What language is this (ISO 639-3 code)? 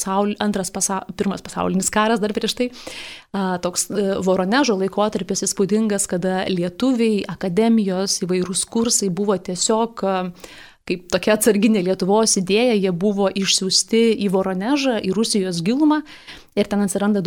lit